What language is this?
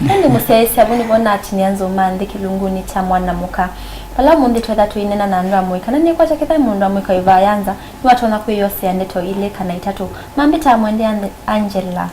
Kamba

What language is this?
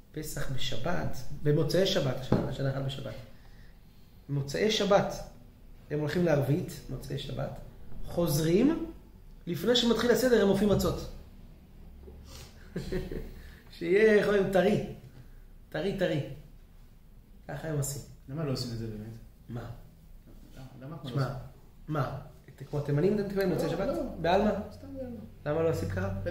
Hebrew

